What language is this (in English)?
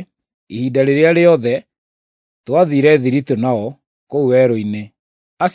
Kikuyu